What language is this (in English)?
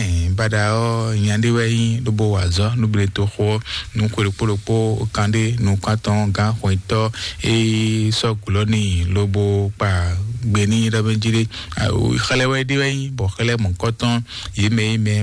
Fon